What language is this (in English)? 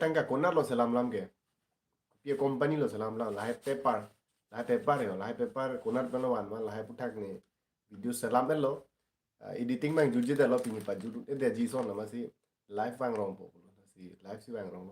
Karbi